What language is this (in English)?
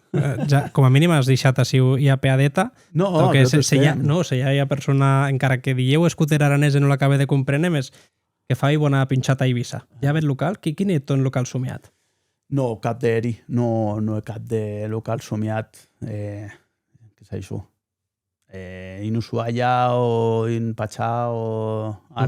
Occitan